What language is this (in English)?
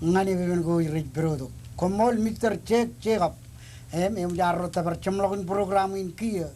Marshallese